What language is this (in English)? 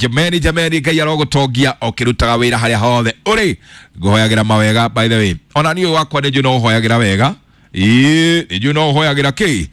Kikuyu